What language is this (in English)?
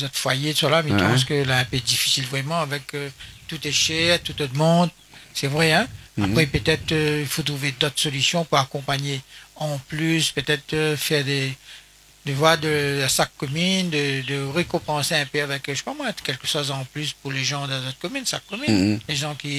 Réunion Creole French